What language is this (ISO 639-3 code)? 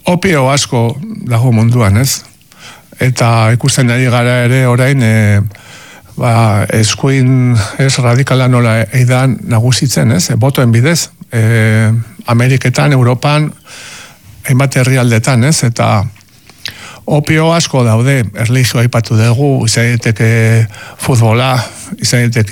eus